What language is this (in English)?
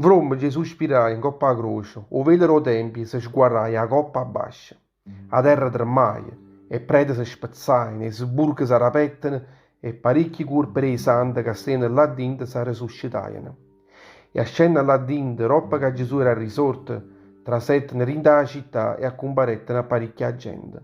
Neapolitan